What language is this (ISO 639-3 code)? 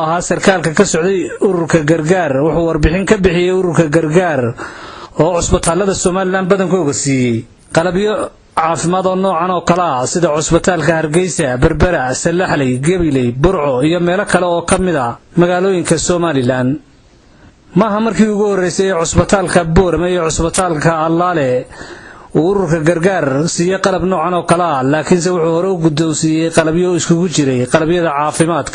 som